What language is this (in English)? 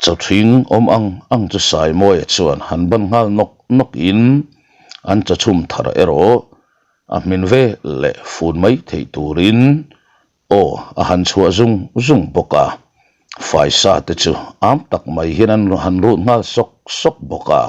Mizo